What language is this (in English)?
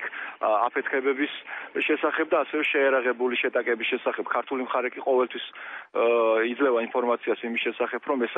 Georgian